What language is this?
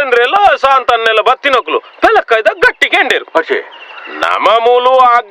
Tulu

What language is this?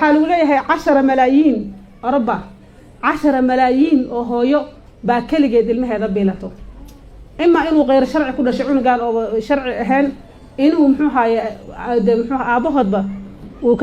Somali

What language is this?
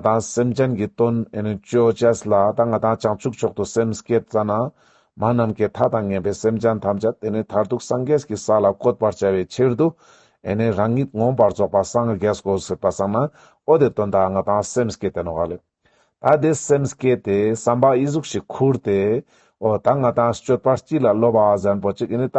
Ladakhi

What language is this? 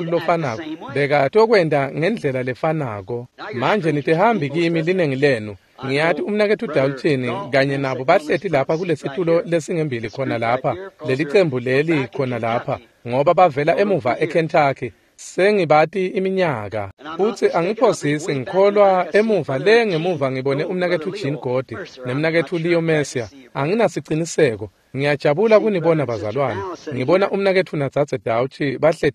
Swati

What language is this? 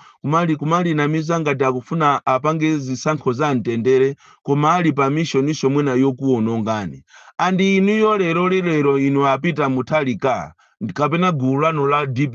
Nyanja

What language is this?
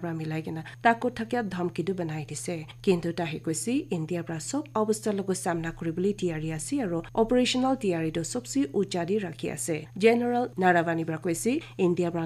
Naga Pidgin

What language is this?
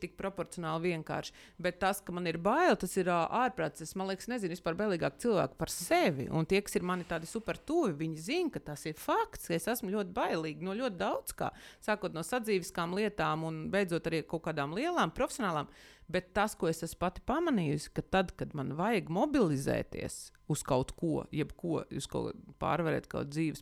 Latvian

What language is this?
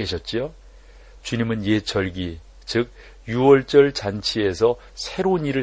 Korean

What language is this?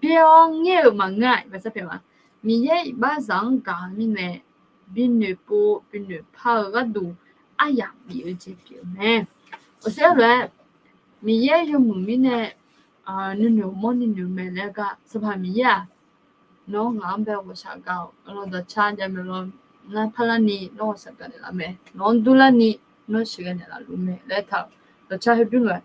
Akha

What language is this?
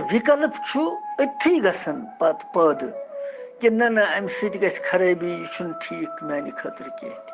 Kashmiri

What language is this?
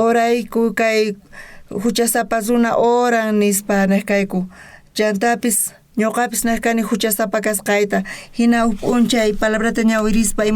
South Bolivian Quechua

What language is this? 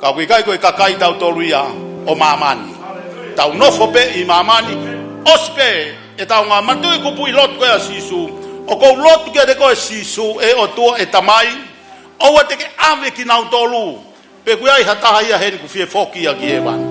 Tongan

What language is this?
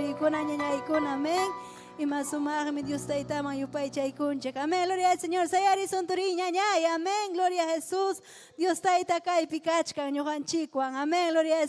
Ayacucho Quechua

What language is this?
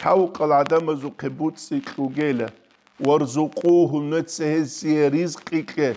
Avaric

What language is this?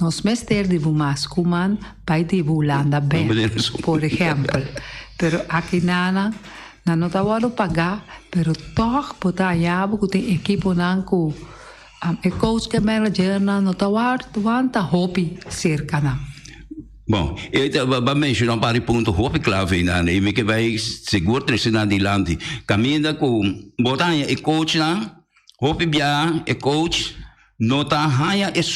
Papiamento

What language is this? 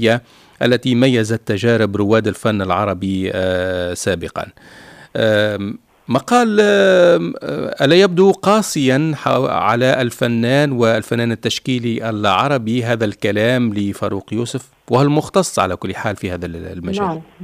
Tunisian Arabic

